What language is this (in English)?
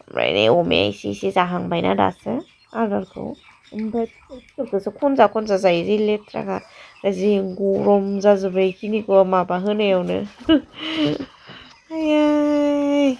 Bodo